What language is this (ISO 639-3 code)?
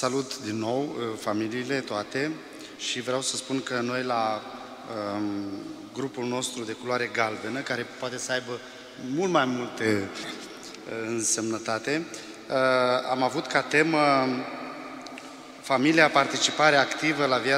ron